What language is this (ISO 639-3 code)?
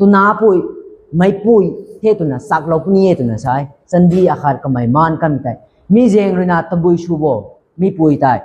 nbu